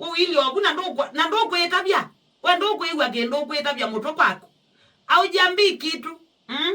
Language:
Kamba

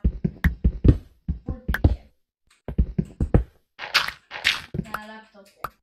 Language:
Polish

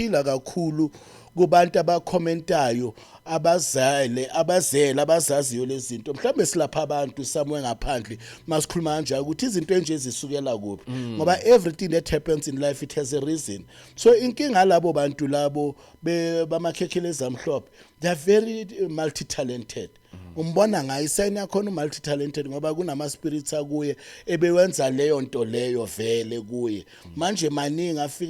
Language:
Zulu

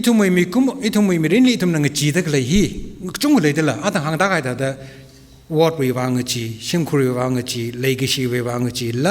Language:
Tangkhul Naga (India)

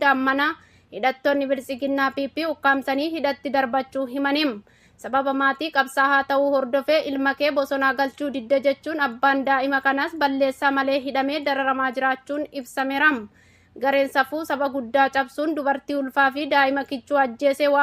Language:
Oromo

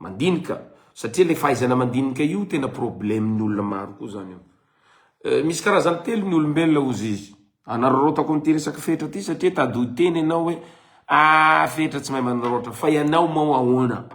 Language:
Malagasy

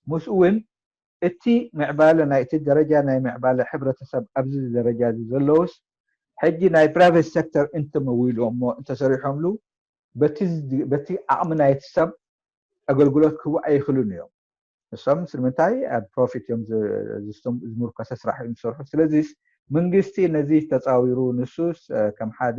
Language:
Tigrinya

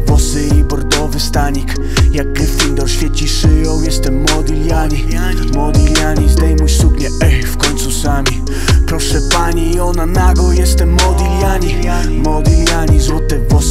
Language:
Polish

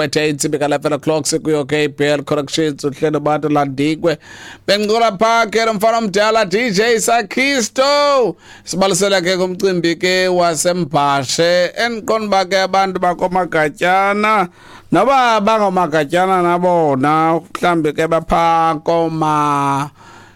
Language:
Xhosa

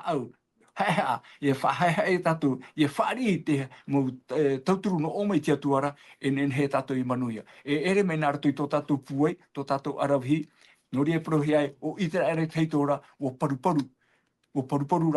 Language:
Tahitian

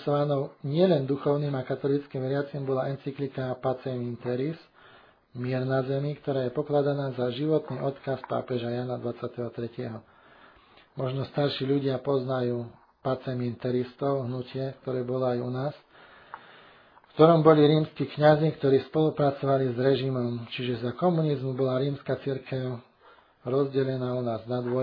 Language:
Slovak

